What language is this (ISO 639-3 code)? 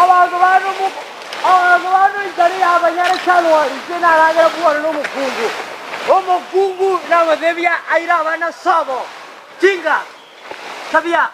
guz